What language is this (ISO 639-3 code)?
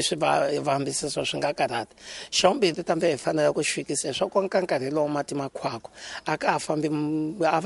tso